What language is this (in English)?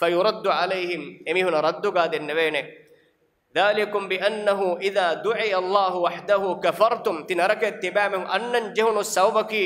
Divehi